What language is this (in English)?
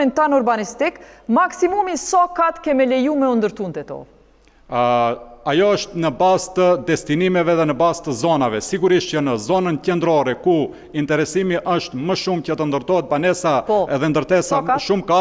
Albanian